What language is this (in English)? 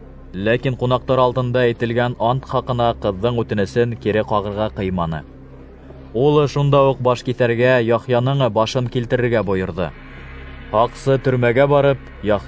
Bashkir